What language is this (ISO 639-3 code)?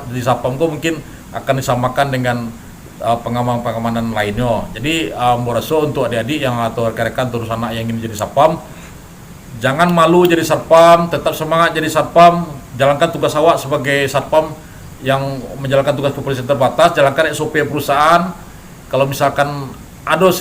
min